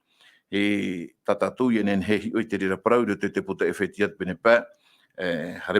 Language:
Tahitian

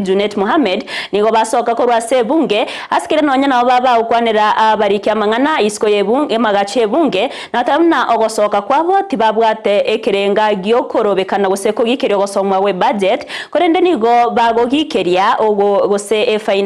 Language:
Gusii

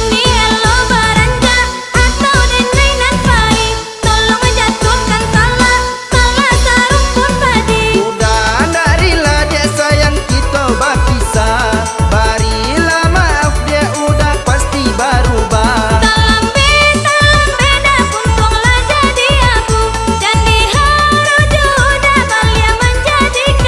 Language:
Minangkabau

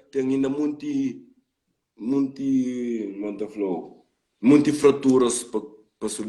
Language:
Kabuverdianu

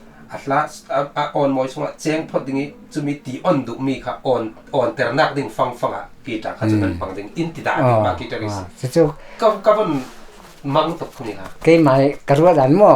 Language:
Falam Chin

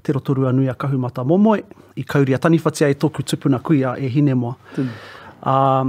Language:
Māori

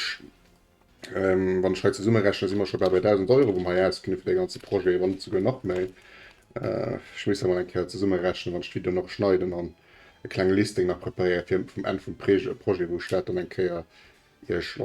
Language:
Luxembourgish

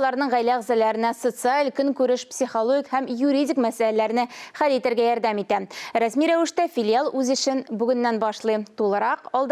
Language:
Tatar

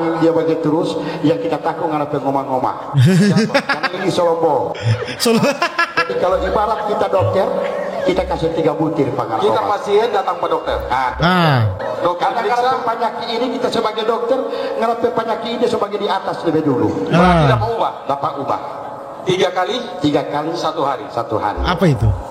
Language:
Manado Malay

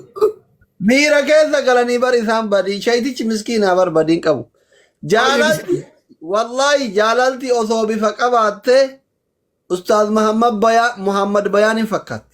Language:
Oromo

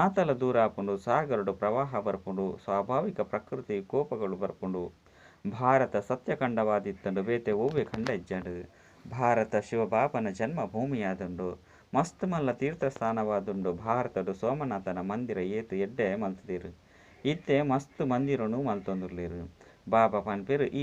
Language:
Tulu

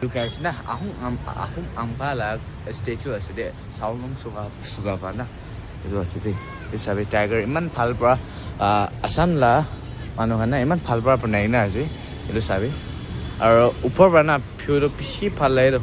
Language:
Naga Pidgin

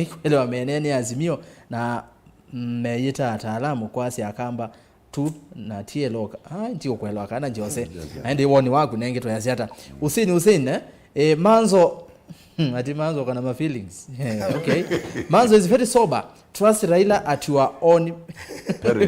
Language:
Kamba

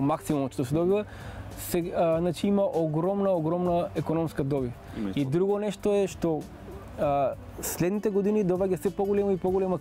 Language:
Macedonian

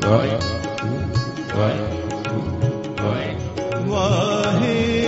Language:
Punjabi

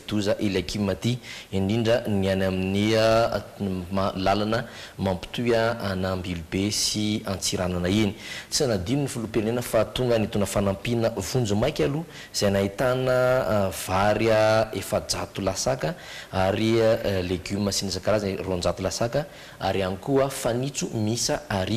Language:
Malagasy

